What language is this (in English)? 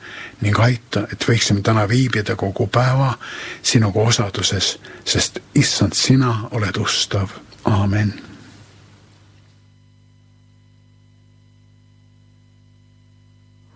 Estonian